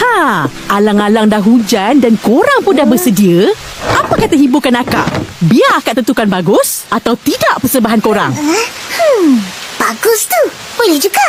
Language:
Minangkabau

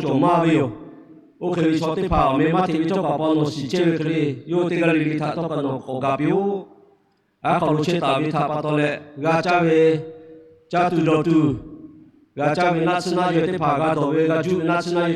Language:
Lahu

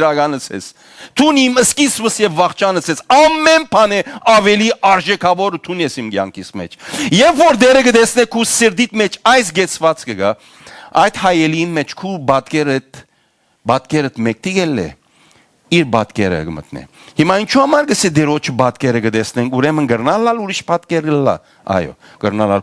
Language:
Western Armenian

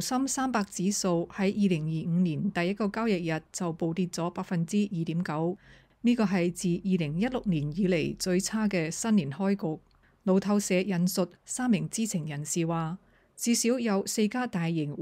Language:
Cantonese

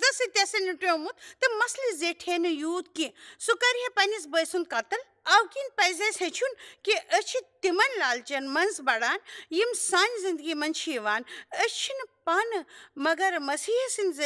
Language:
Kashmiri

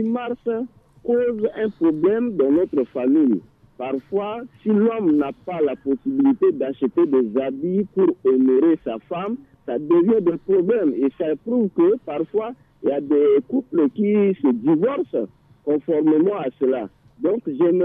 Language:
French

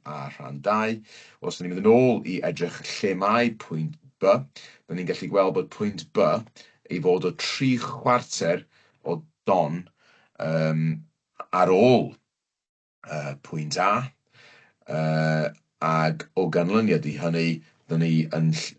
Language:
Welsh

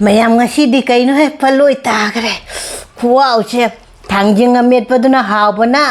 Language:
Manipuri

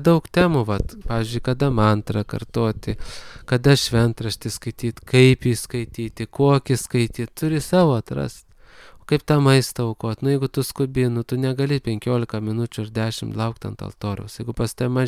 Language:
Lithuanian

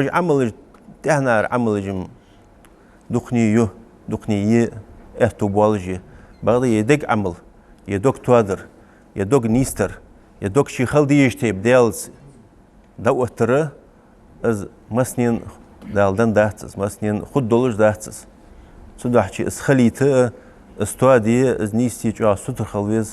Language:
Ingush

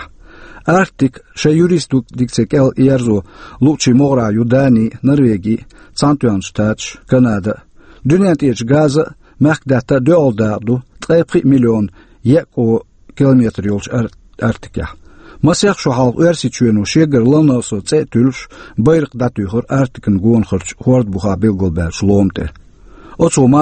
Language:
Chechen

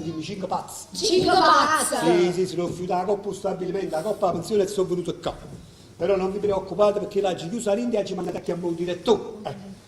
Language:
Neapolitan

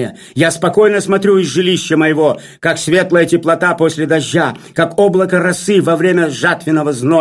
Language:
Russian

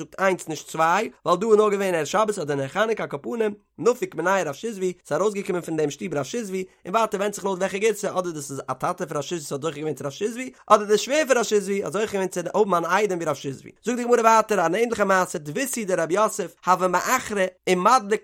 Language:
Yiddish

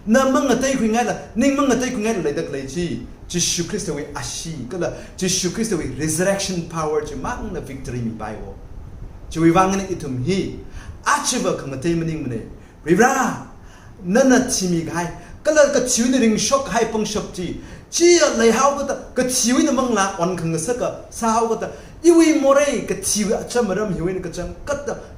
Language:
Tangkhul Naga (India)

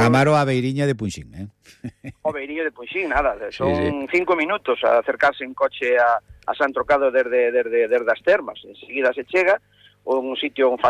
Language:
Galician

